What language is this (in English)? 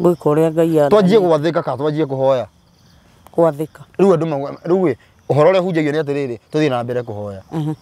Kikuyu